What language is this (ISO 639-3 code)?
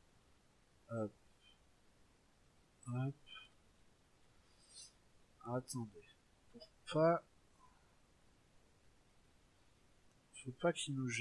fra